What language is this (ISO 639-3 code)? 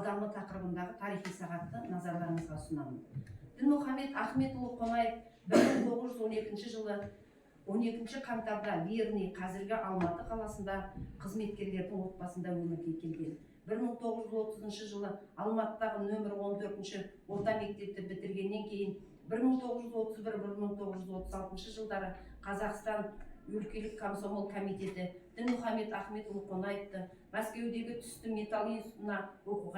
kaz